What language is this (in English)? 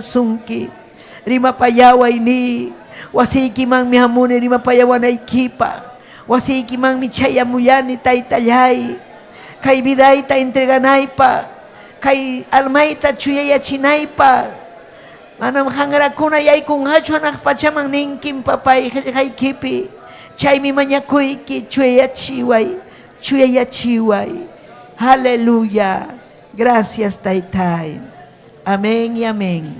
Ayacucho Quechua